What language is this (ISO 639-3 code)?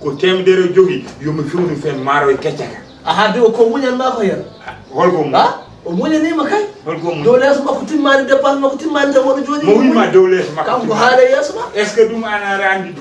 ful